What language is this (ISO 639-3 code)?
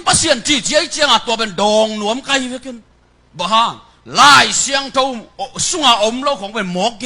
ctd